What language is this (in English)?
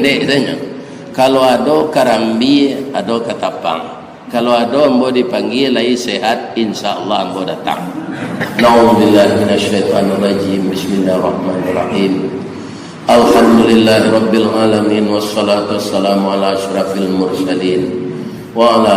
Minangkabau